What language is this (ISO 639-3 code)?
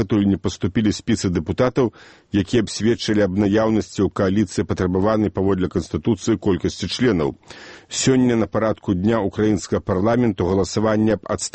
bel